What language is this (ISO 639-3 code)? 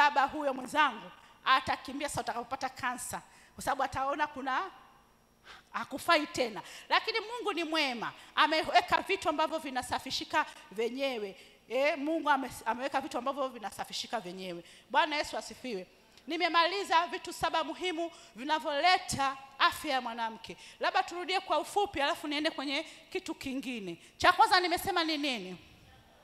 swa